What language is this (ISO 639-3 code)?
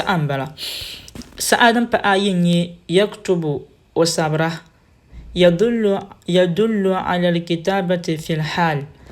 dag